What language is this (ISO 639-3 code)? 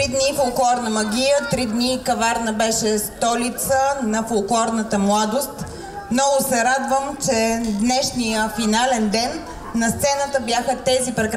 bul